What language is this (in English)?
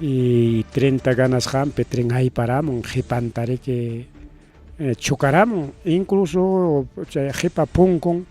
Ayacucho Quechua